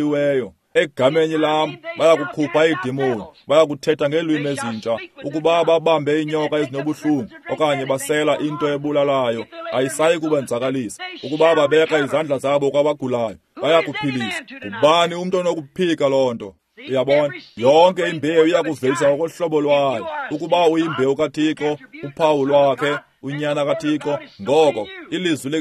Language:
Xhosa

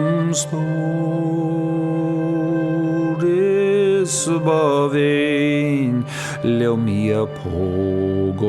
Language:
Irish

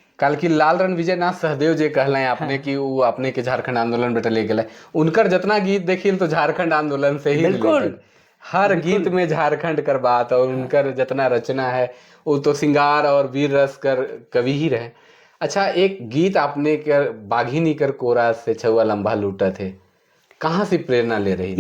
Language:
Sadri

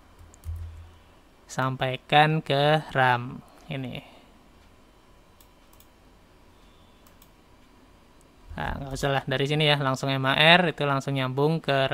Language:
Indonesian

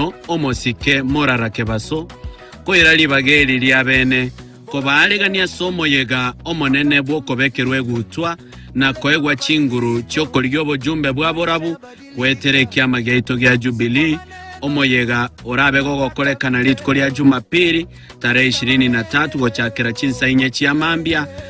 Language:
Gusii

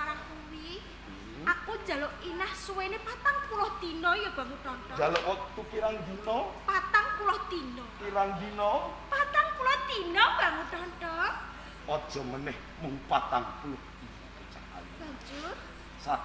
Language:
Javanese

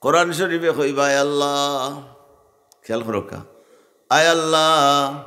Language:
Sylheti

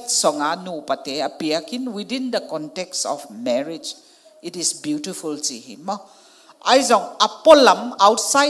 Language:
Tedim Chin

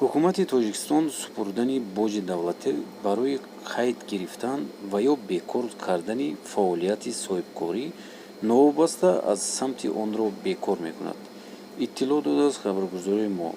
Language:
Tajik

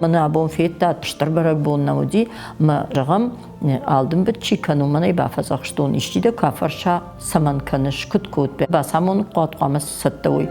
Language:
Ossetic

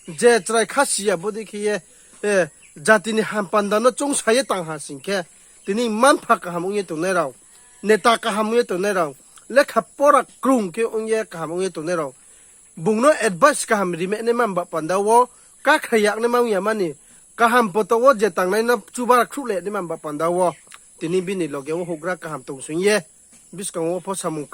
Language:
Riang (India)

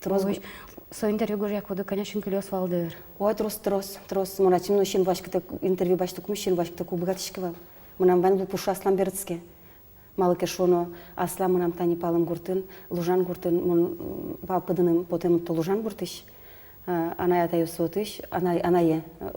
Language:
Udmurt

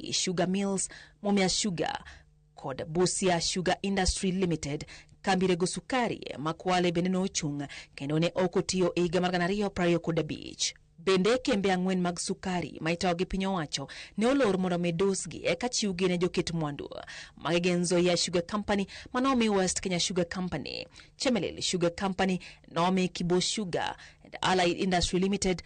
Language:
Luo (Kenya and Tanzania)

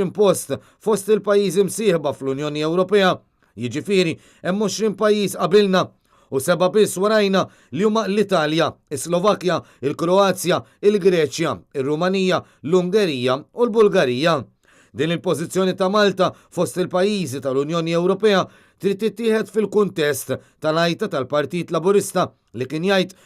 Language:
Maltese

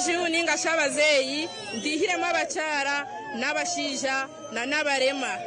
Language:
Nyankole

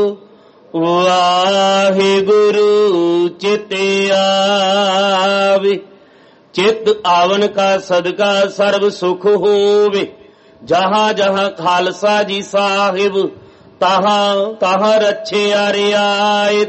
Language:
Punjabi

